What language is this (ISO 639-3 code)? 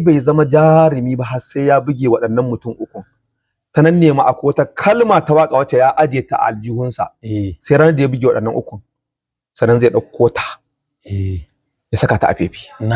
hau